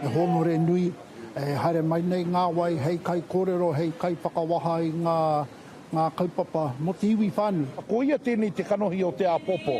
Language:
Māori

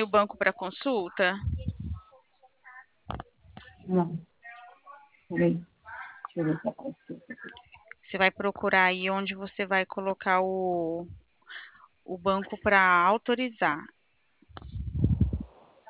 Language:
Portuguese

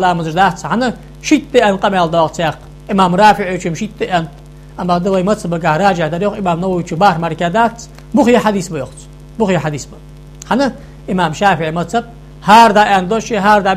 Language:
Ingush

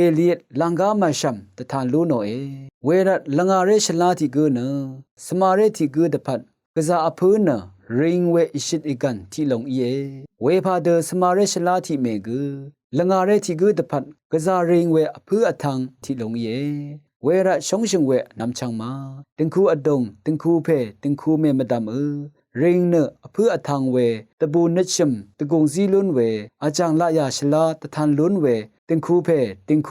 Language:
Rawang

